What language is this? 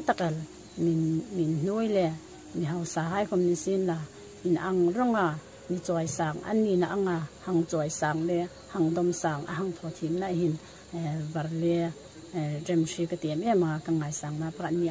Hmar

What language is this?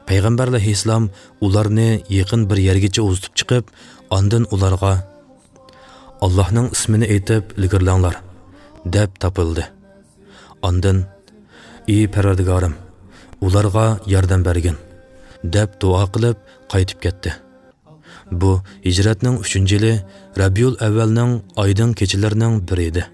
Uyghur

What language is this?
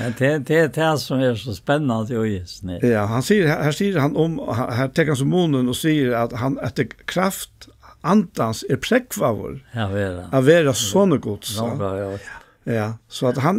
Faroese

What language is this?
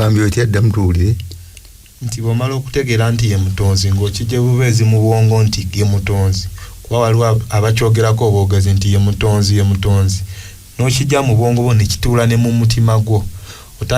Ganda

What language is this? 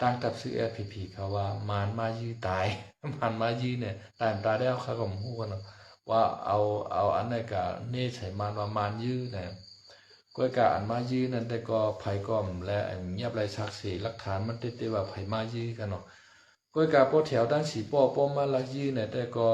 Shan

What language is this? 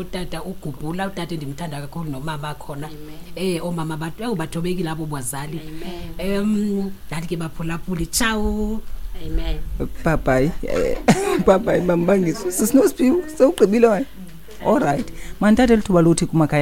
Xhosa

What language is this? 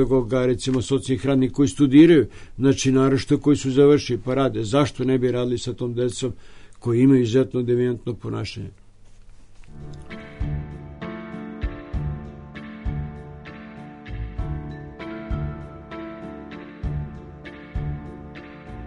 Serbian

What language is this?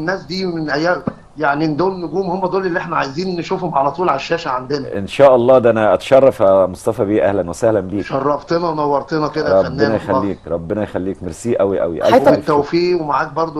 Egyptian Arabic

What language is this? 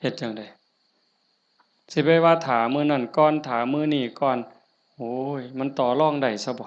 Northeastern Thai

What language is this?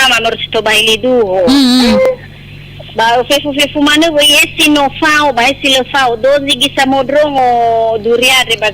Nias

